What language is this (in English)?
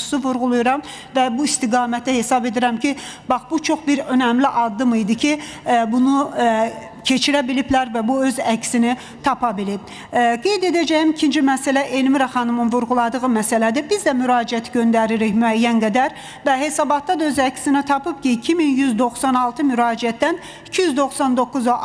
Azerbaijani